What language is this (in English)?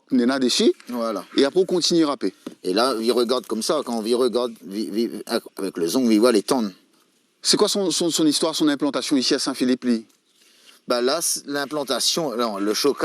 Réunion Creole French